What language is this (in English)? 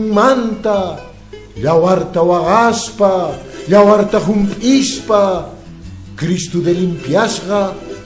Quechua